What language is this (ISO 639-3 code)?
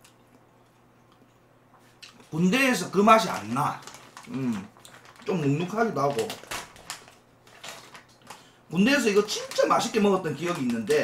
kor